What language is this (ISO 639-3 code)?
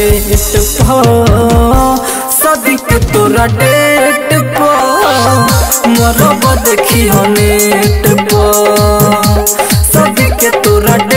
bho